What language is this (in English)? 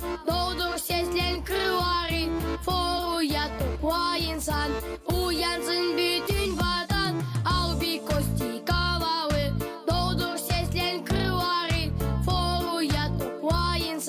Gagauz